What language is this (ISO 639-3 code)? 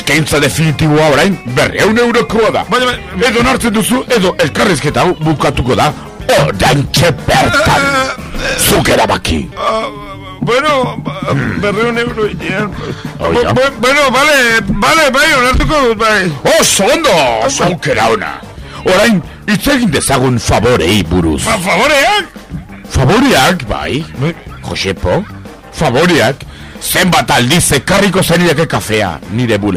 eus